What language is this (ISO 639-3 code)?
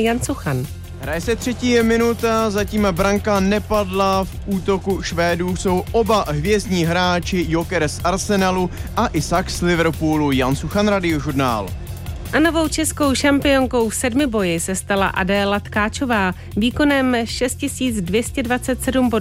ces